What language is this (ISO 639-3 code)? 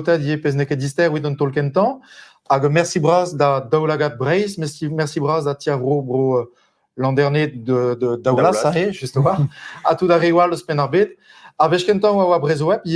bre